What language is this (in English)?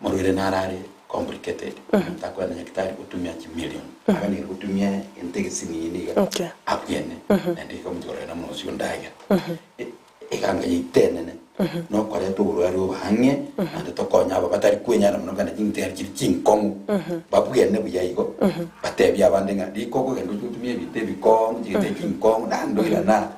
Gusii